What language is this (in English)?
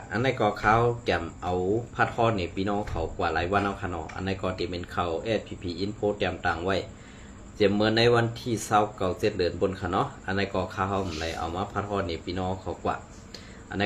Shan